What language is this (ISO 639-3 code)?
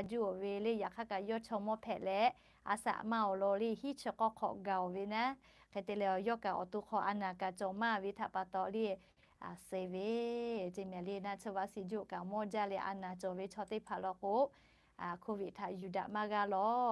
lhu